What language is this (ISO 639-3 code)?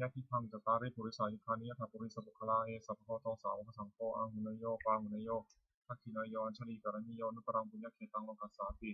pli